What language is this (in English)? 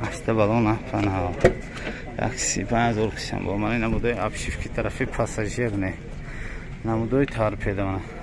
Tajik